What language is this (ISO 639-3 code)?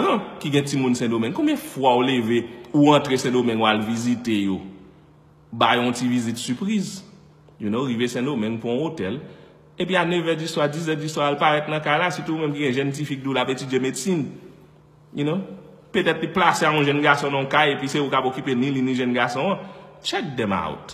hat